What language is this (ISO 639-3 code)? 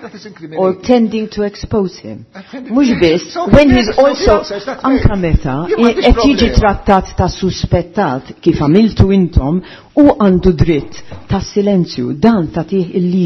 mlt